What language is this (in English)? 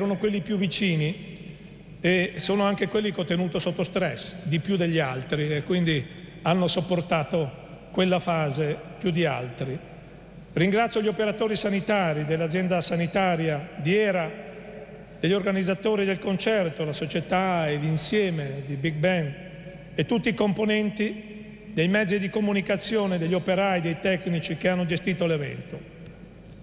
Italian